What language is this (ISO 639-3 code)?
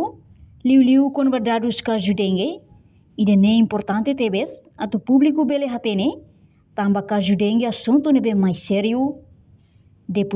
tet